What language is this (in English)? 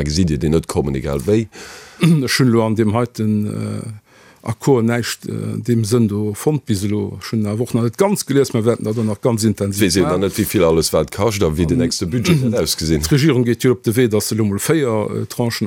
Luxembourgish